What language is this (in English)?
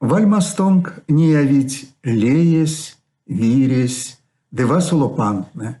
Erzya